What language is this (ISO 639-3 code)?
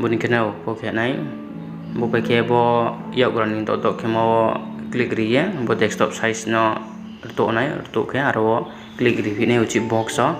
ria